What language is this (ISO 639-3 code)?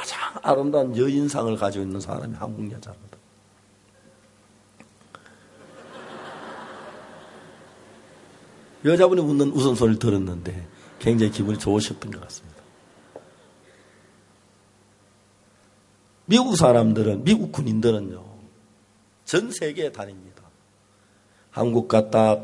kor